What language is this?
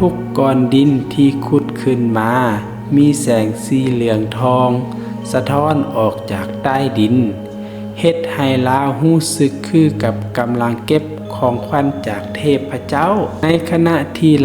Lao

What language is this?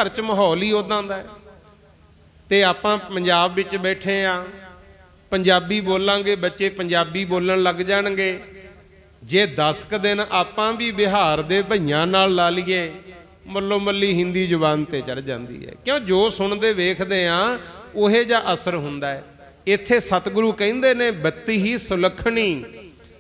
Punjabi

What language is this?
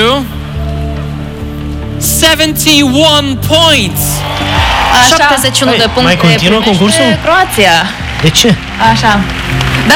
Romanian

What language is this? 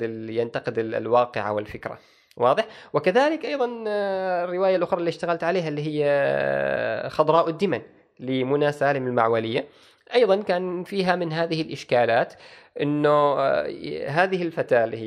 Gulf Arabic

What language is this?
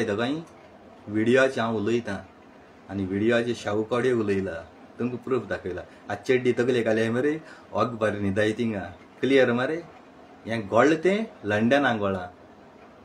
Konkani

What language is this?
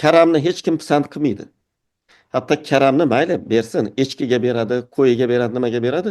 Uzbek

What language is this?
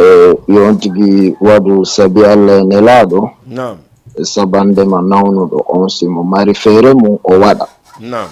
Fula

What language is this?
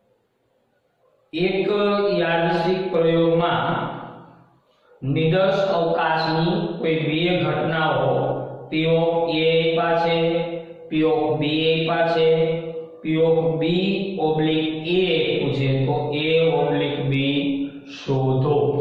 Gujarati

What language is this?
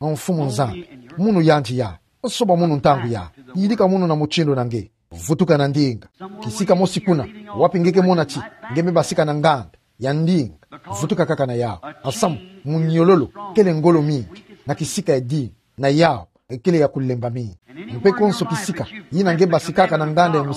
Kituba (Democratic Republic of Congo)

